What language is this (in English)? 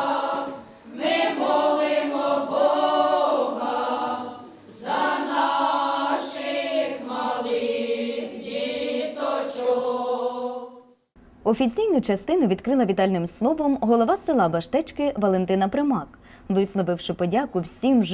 Ukrainian